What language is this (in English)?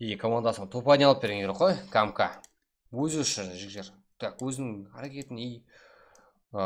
Kara-Kalpak